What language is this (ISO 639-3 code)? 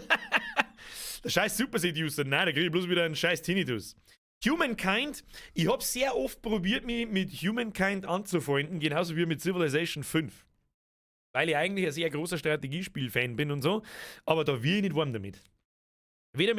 bar